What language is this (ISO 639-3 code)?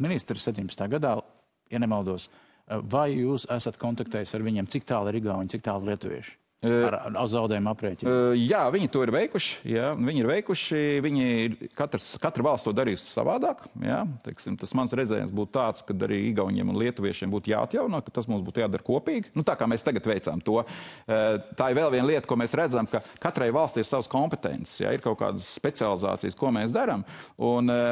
lav